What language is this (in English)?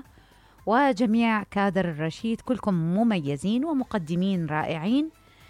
Mesopotamian Arabic